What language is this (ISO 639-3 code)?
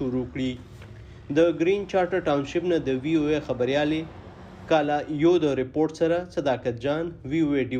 pus